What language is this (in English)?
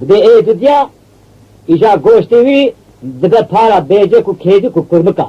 Kurdish